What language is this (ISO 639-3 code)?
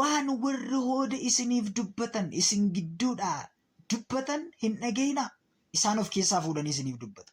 orm